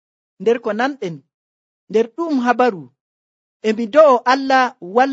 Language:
Nigerian Fulfulde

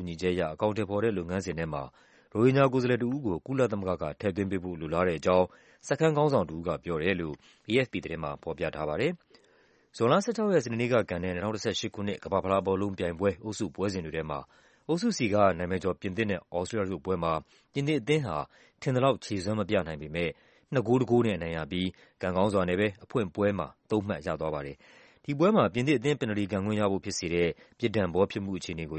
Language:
Burmese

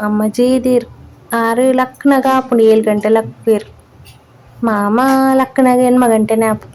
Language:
Tulu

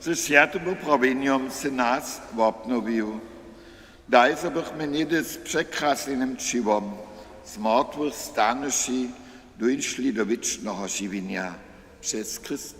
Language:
Upper Sorbian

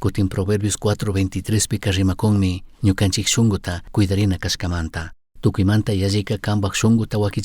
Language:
Chimborazo Highland Quichua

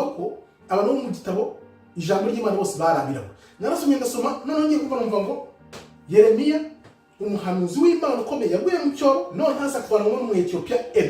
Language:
Kinyarwanda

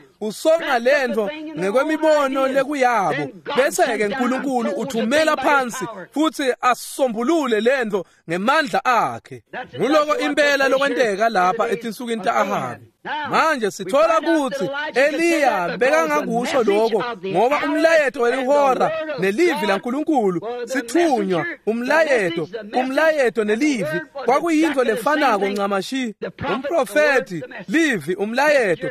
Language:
Swati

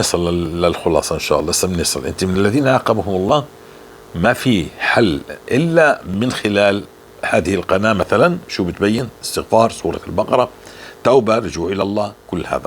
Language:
North Levantine Arabic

